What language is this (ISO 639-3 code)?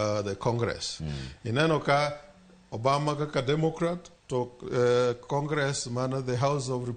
luo